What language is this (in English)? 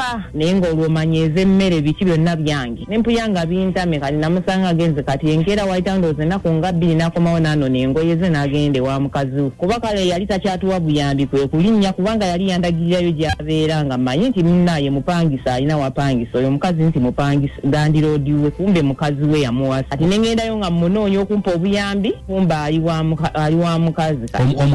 Ganda